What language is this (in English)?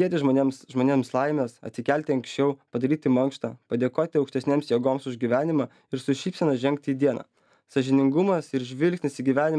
Lithuanian